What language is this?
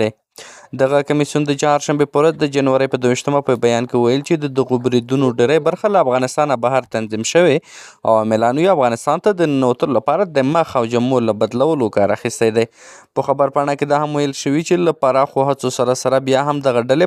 Pashto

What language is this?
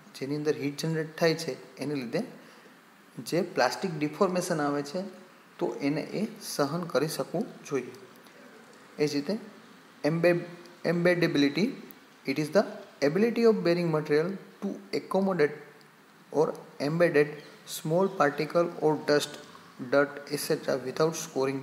Gujarati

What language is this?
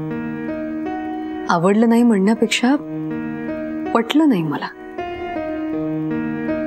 Marathi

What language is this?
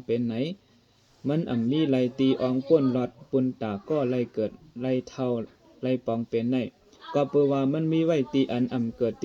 Shan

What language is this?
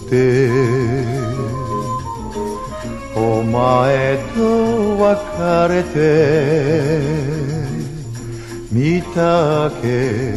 Japanese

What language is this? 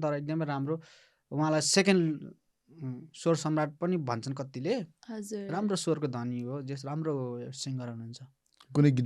Nepali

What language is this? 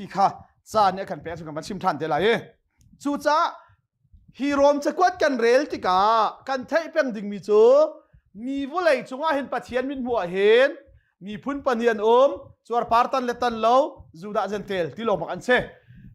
Hakha Chin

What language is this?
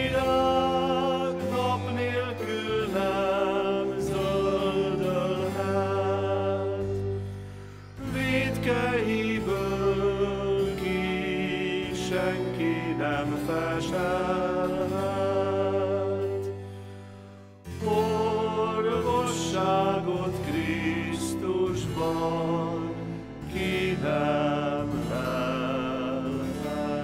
Hungarian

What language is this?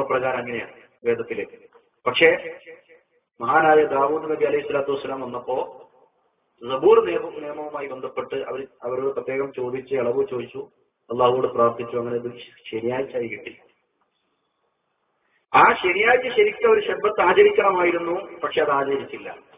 Malayalam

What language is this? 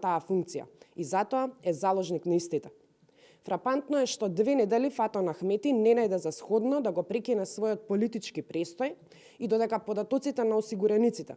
Macedonian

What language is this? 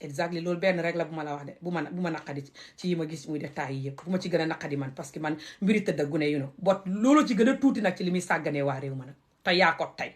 Wolof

